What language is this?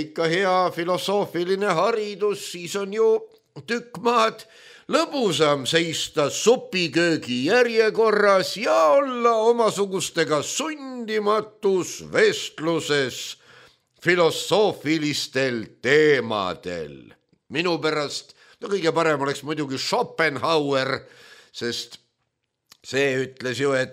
Estonian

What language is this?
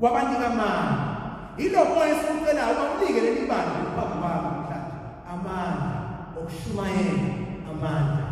Zulu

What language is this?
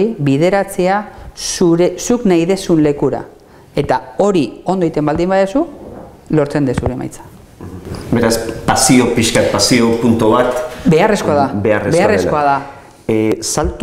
Basque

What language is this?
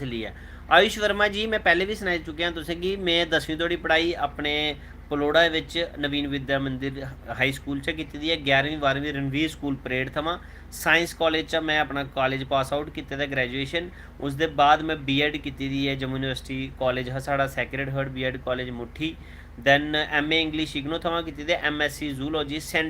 Dogri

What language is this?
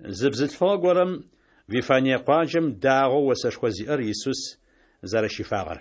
Adyghe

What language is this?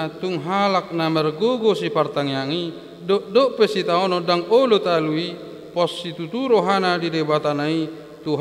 Batak Toba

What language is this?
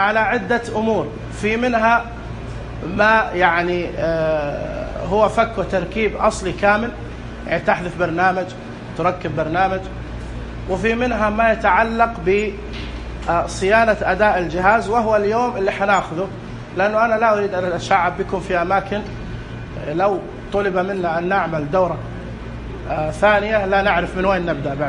Najdi Arabic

